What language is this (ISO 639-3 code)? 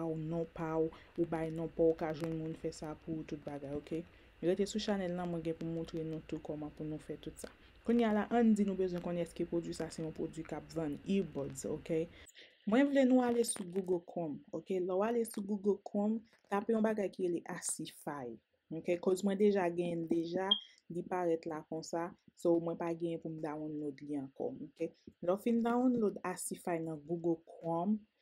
hat